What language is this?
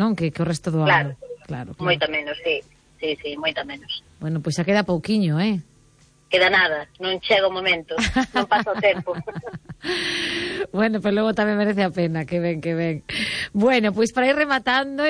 Galician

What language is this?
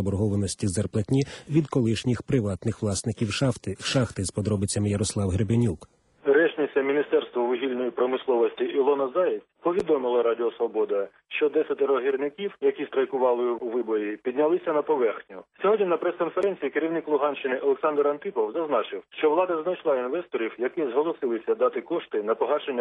Ukrainian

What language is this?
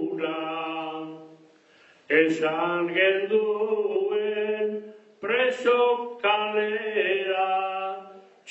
Basque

